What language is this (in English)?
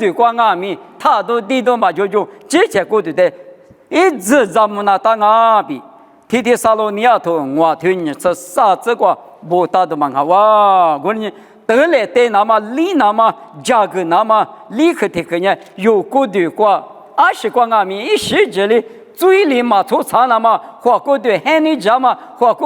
Lisu